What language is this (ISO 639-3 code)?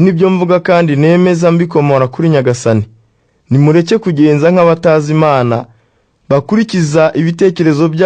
kin